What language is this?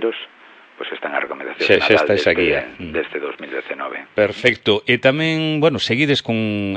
Galician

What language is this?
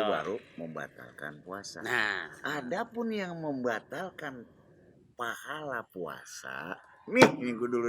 Betawi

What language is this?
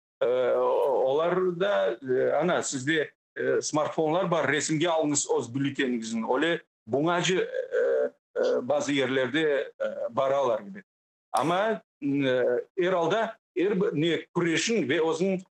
Crimean Tatar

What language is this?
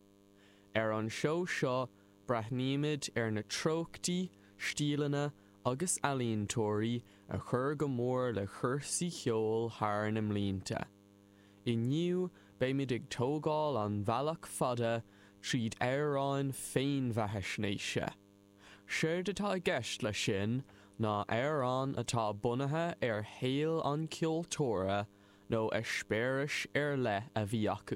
Irish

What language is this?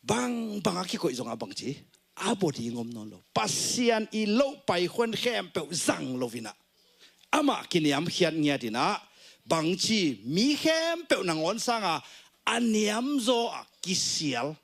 Tedim Chin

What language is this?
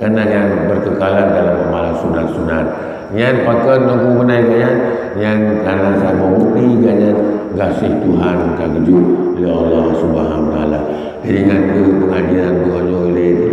Achinese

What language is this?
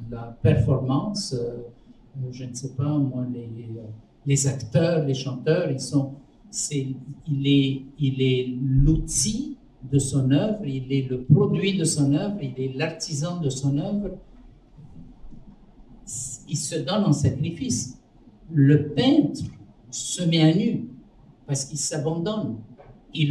French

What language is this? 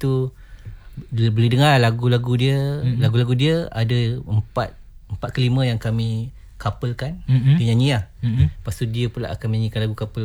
Malay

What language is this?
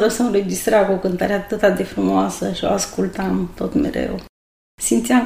Romanian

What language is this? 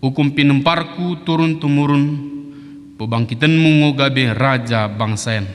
Batak Dairi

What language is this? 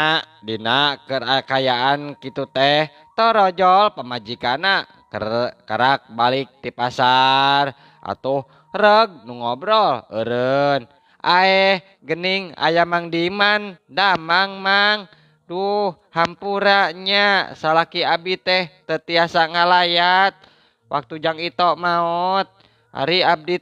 Sundanese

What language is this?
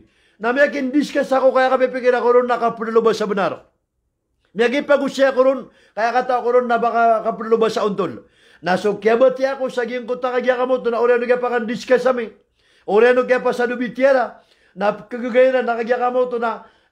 Maranao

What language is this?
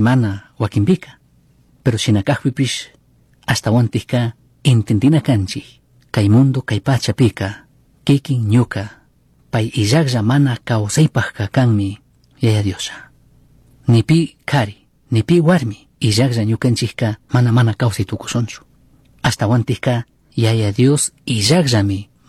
Chimborazo Highland Quichua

